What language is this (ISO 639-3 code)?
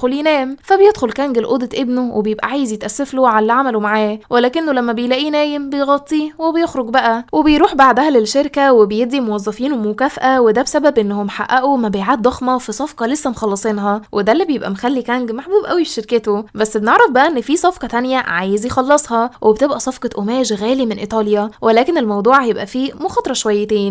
arz